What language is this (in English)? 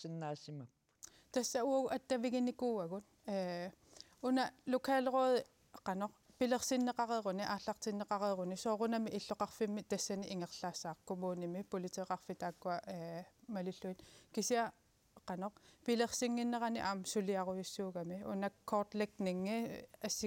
Kalaallisut